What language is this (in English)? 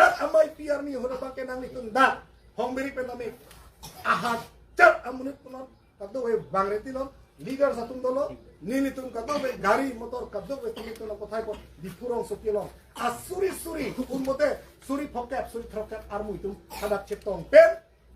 Karbi